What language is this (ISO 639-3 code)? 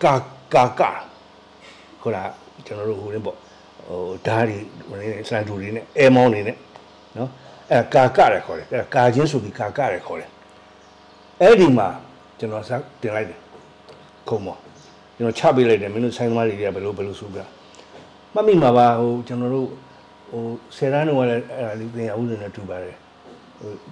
mya